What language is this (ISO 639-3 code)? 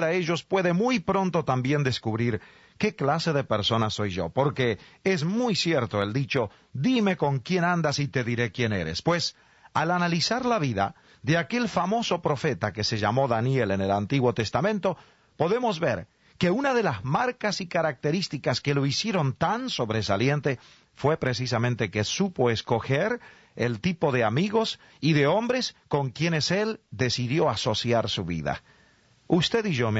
spa